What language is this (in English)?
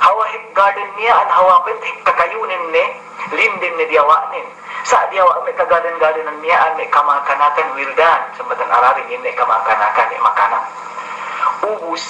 Yakan